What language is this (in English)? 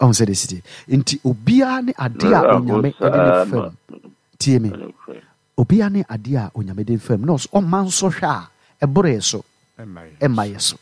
Akan